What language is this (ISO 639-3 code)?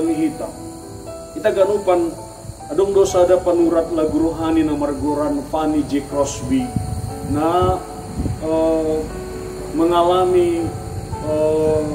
bts